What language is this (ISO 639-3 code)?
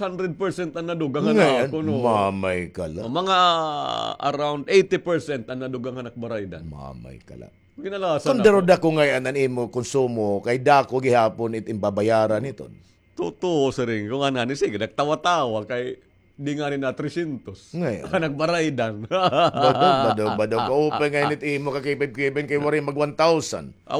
war